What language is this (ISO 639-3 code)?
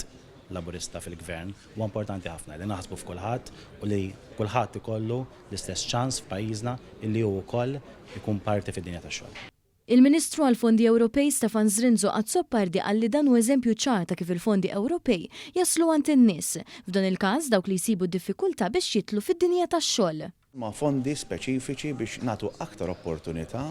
mlt